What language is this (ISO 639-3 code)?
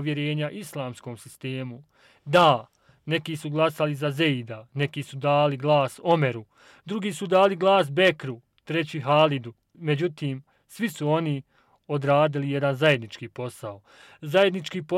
bos